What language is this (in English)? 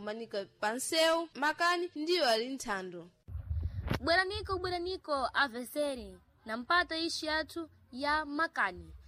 Sena